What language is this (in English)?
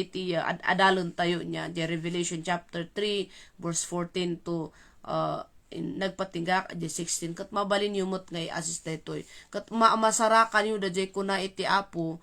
Iloko